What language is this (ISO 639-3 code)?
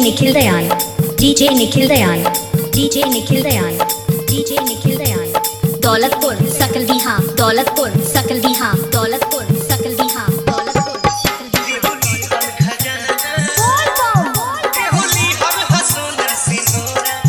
bho